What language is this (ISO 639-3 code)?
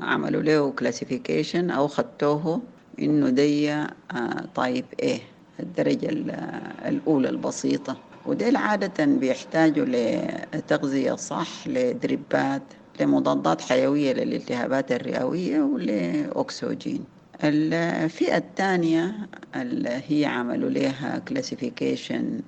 apd